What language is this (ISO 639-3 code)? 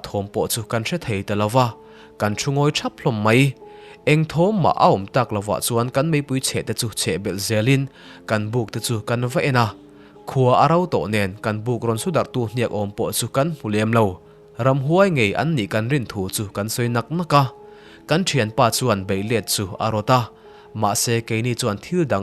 lus